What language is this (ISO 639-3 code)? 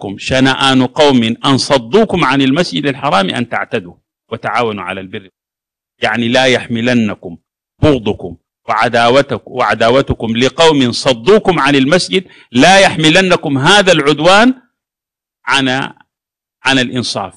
ara